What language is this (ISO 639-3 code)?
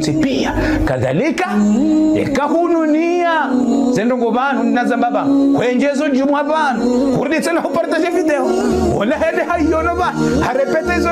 zdj